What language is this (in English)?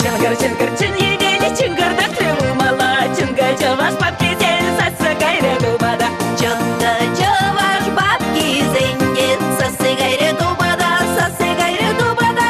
Chuvash